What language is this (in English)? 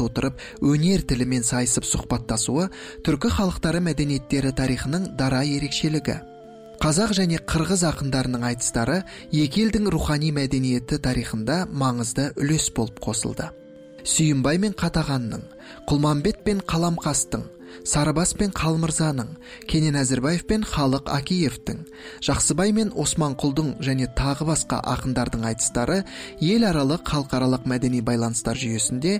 Kazakh